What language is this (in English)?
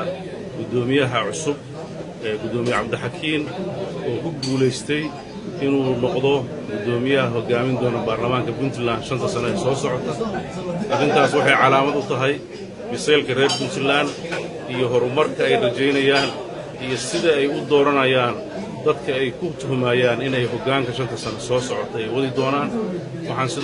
Somali